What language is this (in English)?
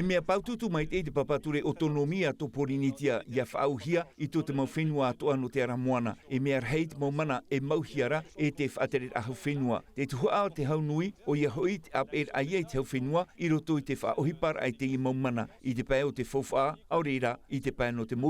Tahitian